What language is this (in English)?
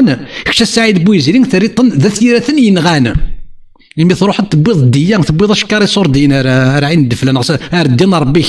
Kabyle